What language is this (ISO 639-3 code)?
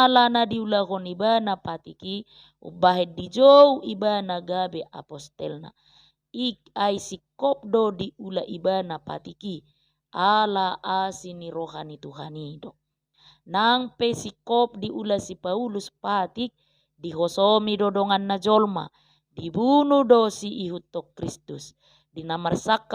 bbc